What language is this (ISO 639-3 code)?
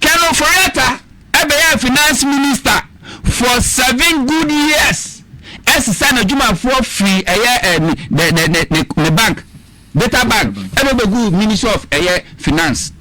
aka